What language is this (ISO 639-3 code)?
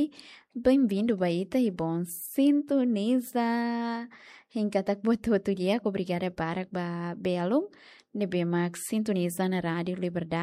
tet